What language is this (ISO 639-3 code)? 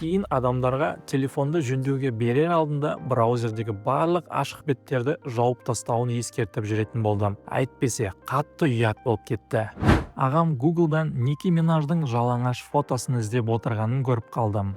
kaz